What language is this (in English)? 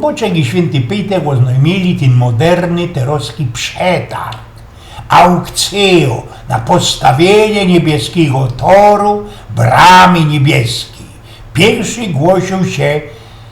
Silesian